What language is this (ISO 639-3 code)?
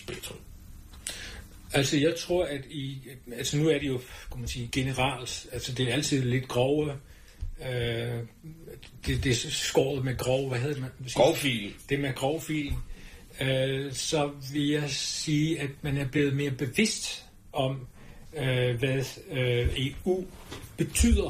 dan